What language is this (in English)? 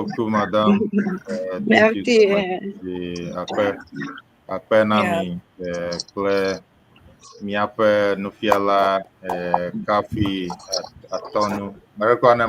Ewe